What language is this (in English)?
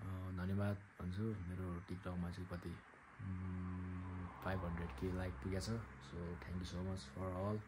Nepali